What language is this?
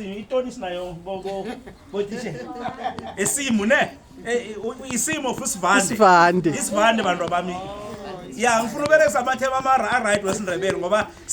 Zulu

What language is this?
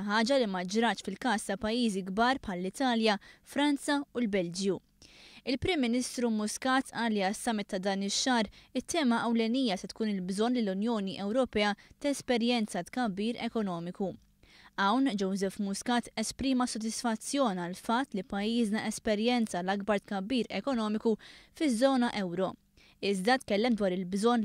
Maltese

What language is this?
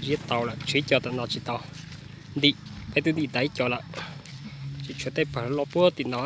Hmong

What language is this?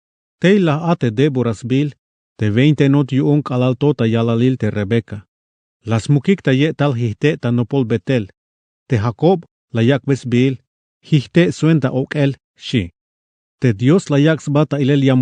Tzeltal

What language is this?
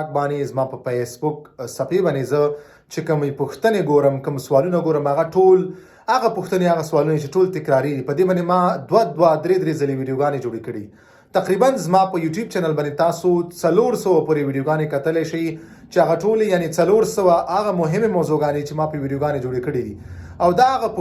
Pashto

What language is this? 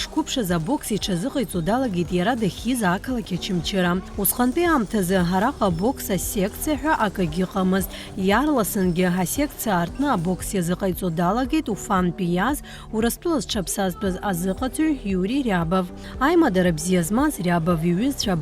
Abkhazian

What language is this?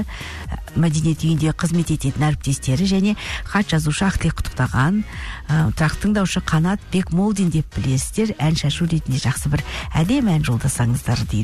Kazakh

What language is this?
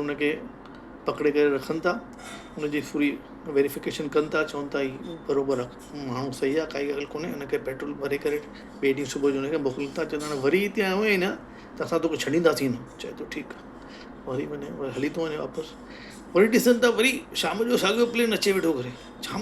Sindhi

